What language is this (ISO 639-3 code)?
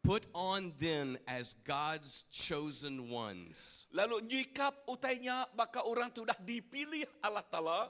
iba